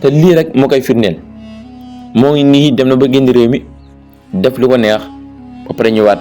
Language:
Wolof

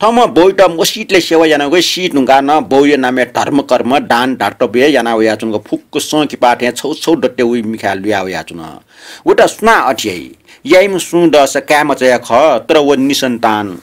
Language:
Newari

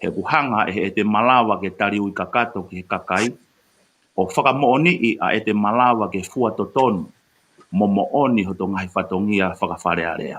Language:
Tongan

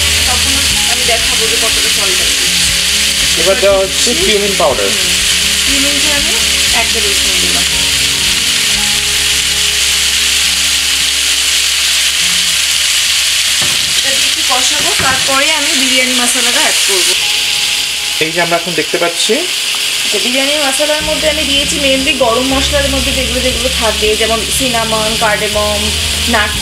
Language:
Bangla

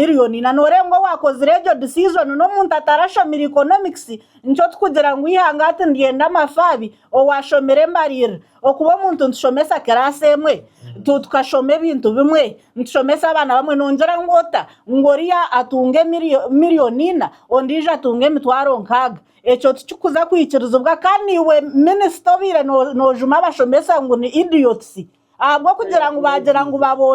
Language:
Nyankole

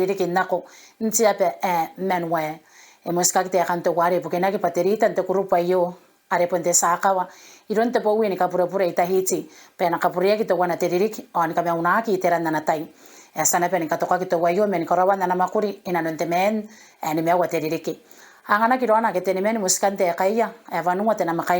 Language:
Gilbertese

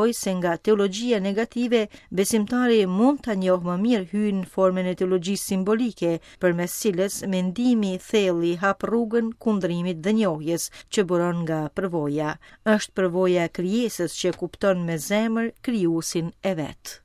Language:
Albanian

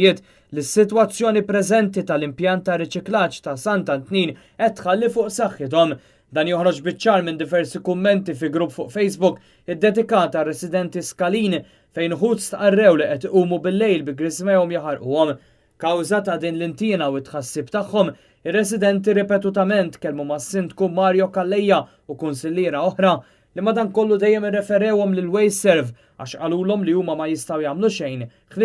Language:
Maltese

